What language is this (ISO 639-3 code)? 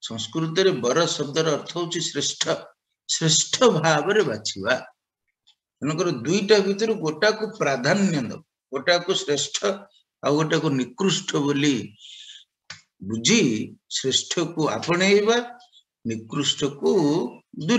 ori